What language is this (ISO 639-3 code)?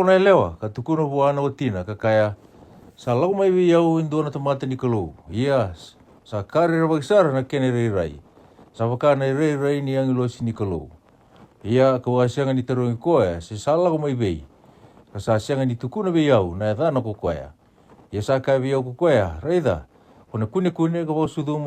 fij